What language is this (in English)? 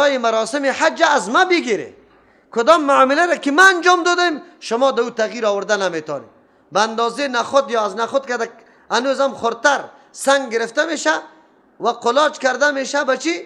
Persian